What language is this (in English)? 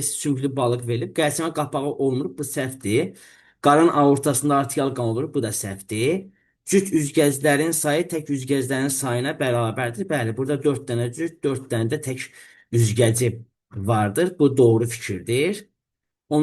Azerbaijani